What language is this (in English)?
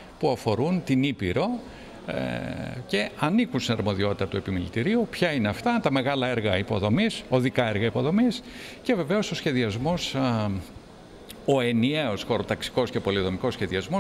Greek